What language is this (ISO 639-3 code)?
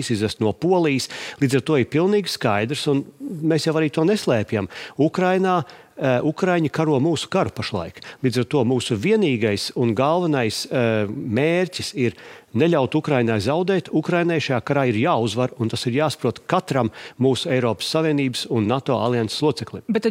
lav